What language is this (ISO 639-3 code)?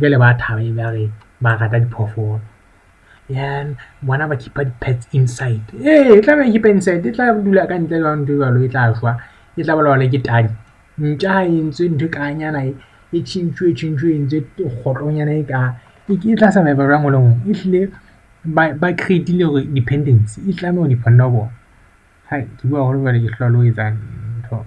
sot